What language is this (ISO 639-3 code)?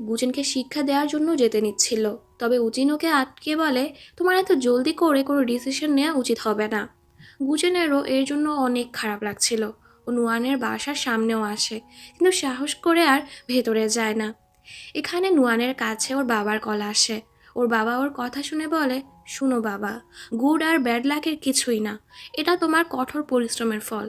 ben